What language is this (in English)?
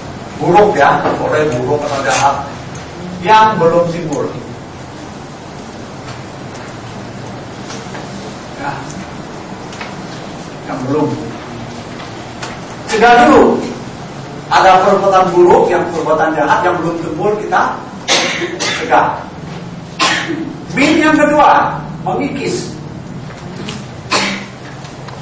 Indonesian